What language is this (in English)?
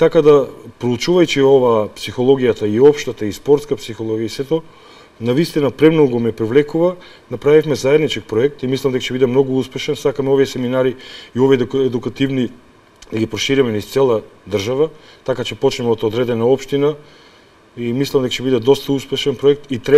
Macedonian